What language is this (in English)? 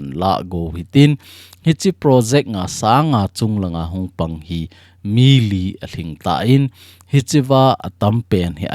Thado Chin